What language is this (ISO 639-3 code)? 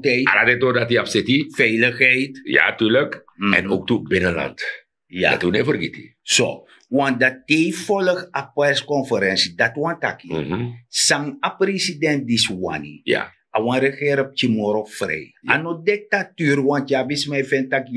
srn